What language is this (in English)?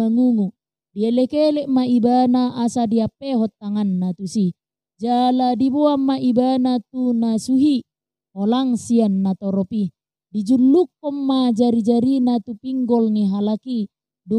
Batak Toba